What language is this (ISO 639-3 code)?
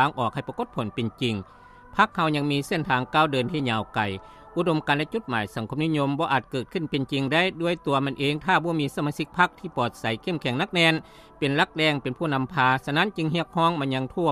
lao